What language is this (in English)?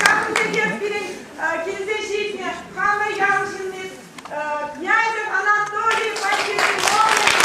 Chuvash